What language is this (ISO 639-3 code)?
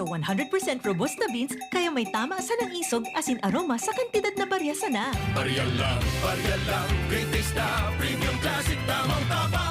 bik